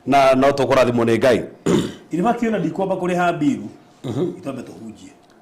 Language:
Kikuyu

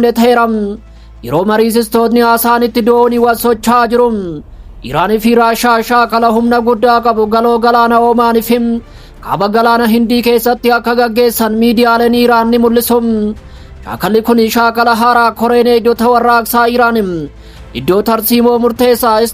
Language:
Oromo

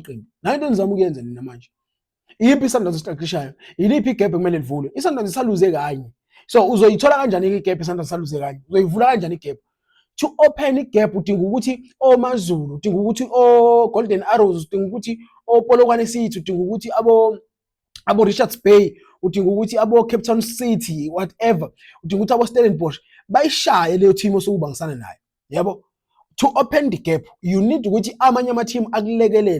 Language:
Zulu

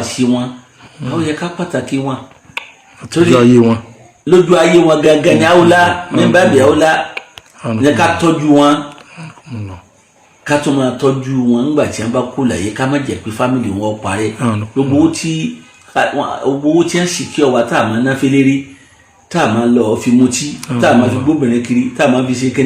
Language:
Yoruba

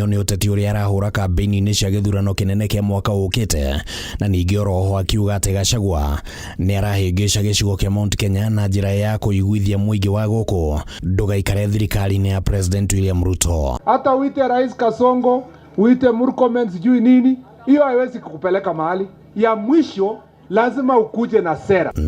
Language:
Kikuyu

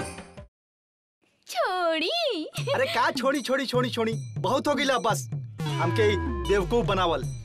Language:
Bhojpuri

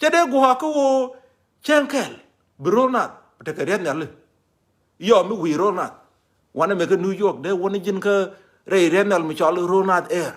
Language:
Nuer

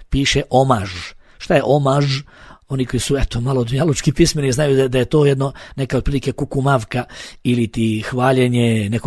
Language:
Bosnian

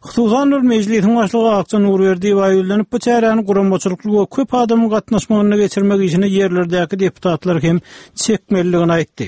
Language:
Turkmen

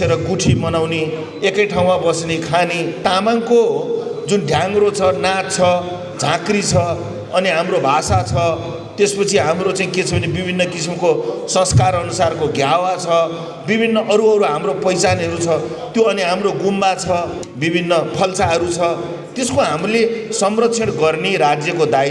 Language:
Nepali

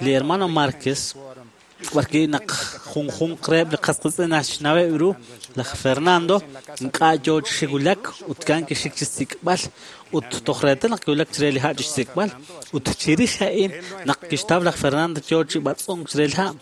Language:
Kekchí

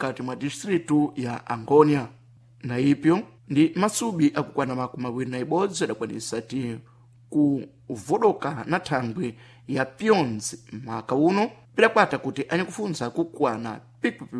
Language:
Sena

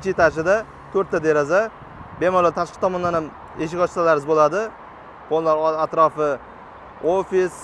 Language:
Uzbek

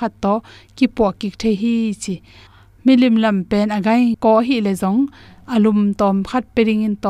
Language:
Tedim Chin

